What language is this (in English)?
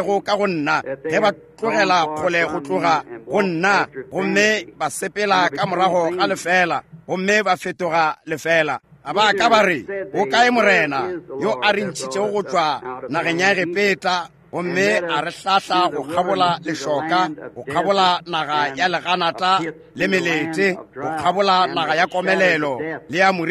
Northern Sotho